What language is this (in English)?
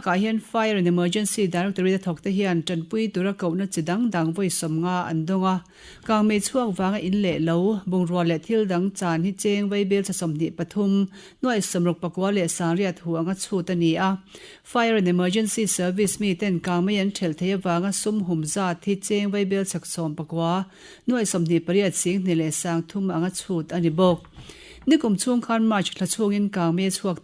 Mizo